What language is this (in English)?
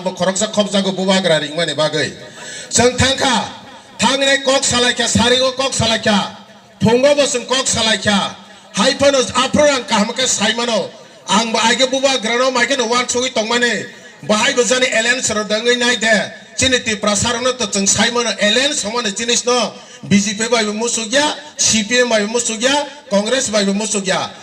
Kok Borok